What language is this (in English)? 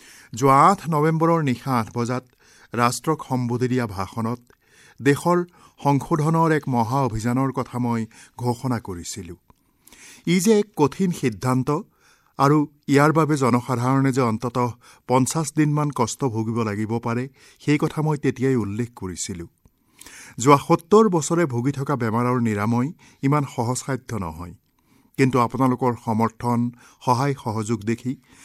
Assamese